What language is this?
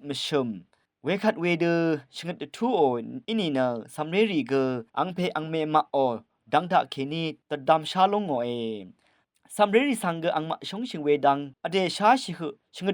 Rawang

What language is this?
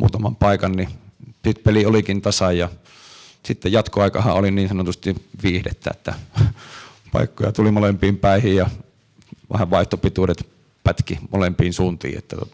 Finnish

